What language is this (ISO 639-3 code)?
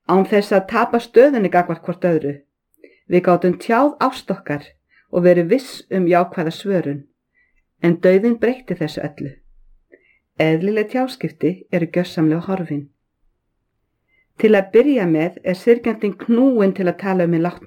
isl